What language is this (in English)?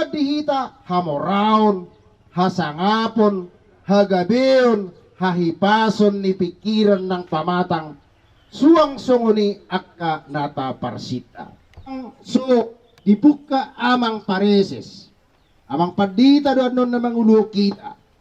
Batak Toba